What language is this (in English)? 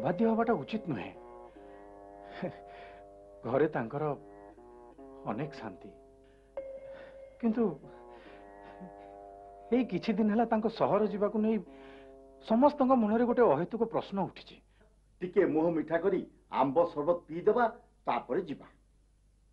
Odia